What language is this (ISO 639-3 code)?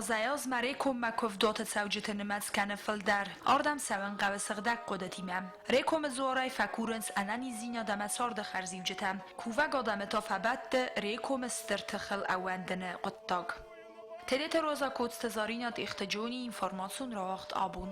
oss